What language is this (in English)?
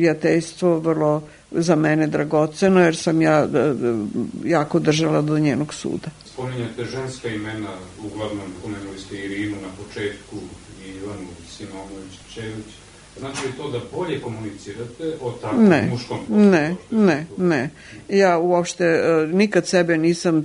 Serbian